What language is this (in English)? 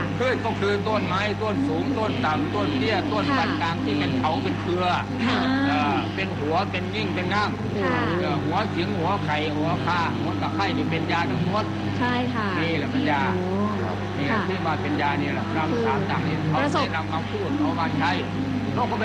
Thai